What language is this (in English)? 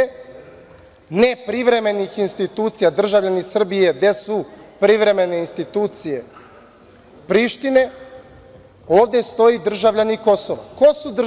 Serbian